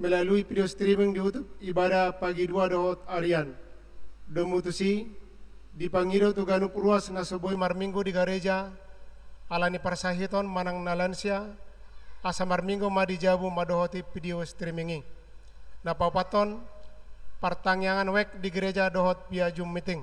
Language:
Batak Toba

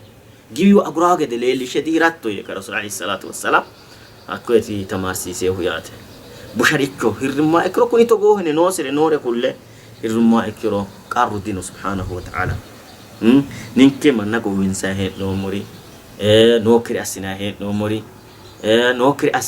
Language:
Sidamo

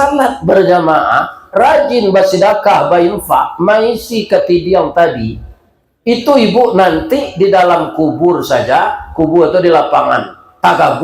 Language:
Minangkabau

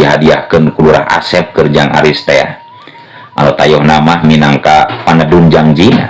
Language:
Sundanese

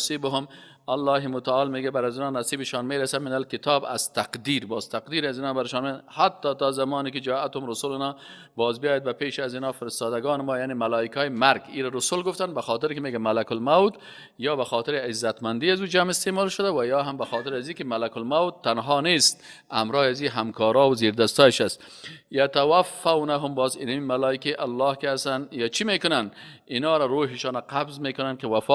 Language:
Persian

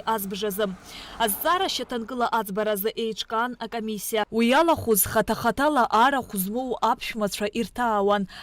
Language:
Abkhazian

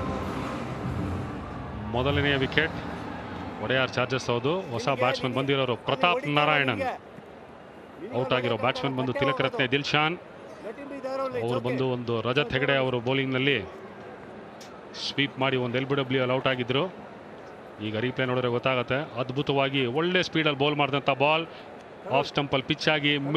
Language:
Kannada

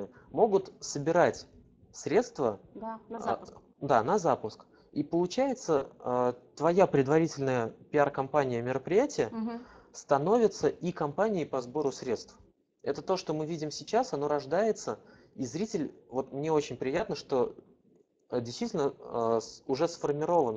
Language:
Russian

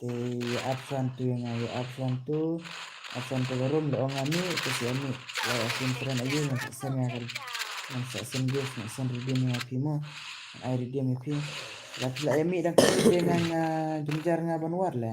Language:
Khasi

